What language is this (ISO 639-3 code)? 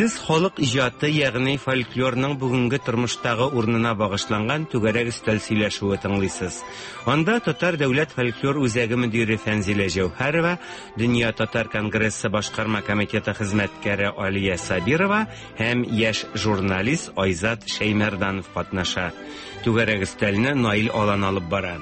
tat